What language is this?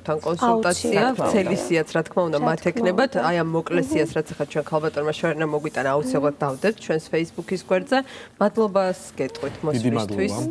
Georgian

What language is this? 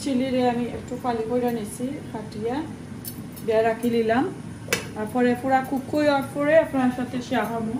Sylheti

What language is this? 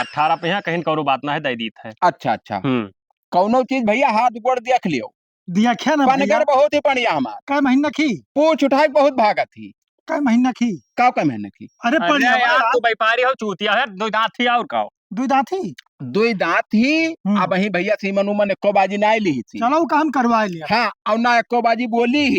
Awadhi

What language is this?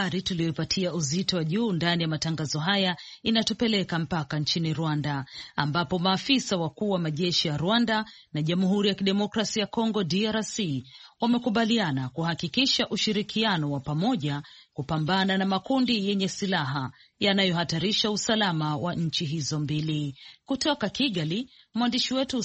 Swahili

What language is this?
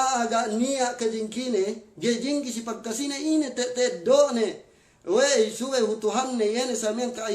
Yakan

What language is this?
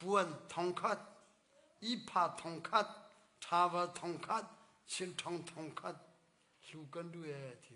Hakha Chin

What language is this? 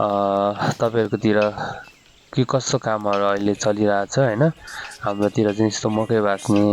Nepali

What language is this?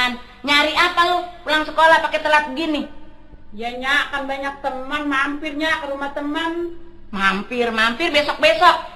Betawi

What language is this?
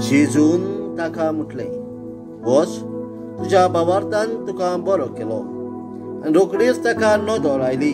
Konkani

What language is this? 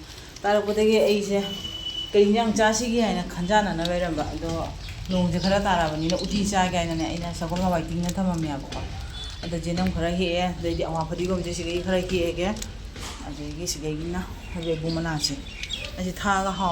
Manipuri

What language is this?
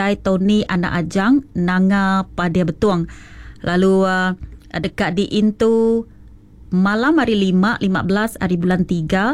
Iban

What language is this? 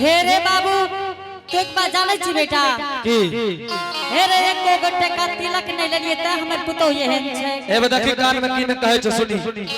Angika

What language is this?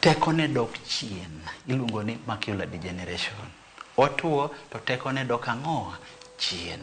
Luo (Kenya and Tanzania)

